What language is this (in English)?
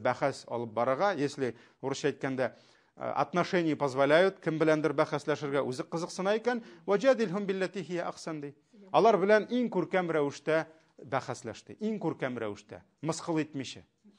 Tatar